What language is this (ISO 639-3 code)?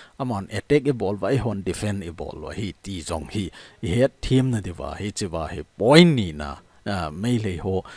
tcz